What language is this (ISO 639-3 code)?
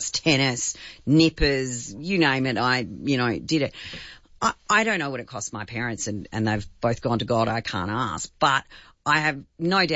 eng